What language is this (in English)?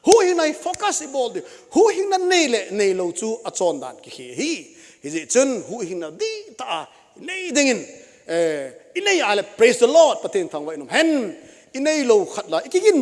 Thado Chin